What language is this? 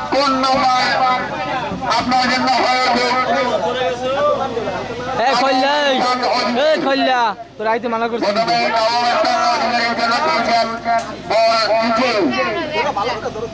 Bangla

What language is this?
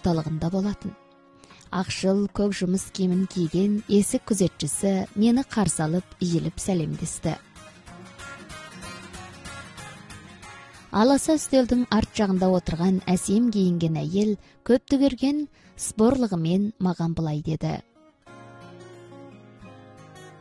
Kazakh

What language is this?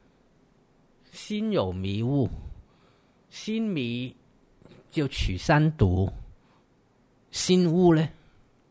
Chinese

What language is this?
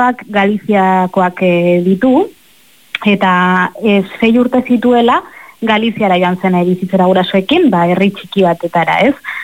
Basque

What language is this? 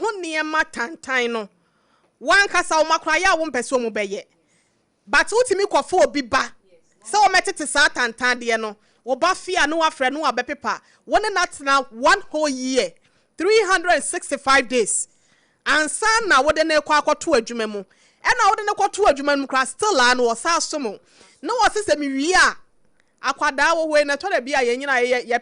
Akan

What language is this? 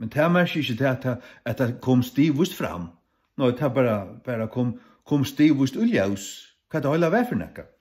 Faroese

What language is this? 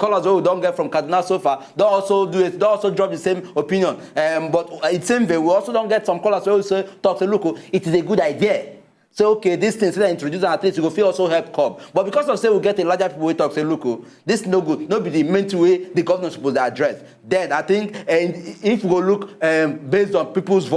Nigerian Pidgin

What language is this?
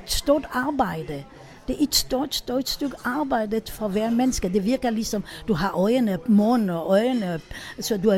Danish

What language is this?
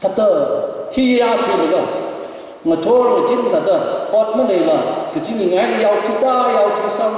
Tangkhul Naga (India)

